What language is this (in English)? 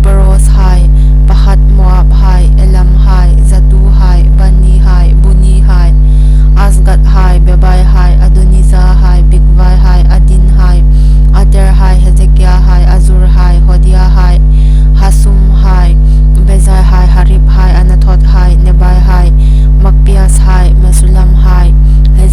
Hmar